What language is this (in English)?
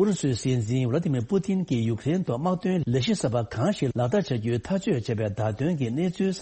Tibetan